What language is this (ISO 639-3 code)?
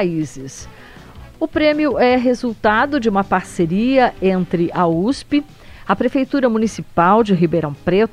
por